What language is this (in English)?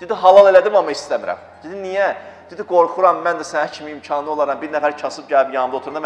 Azerbaijani